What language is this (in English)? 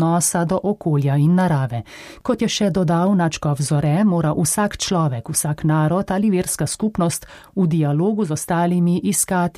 Slovenian